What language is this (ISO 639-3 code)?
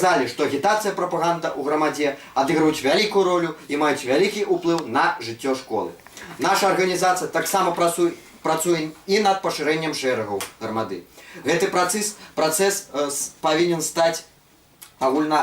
bel